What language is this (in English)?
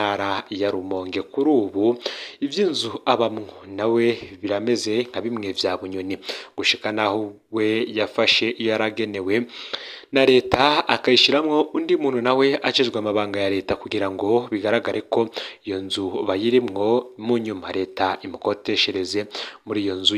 Rundi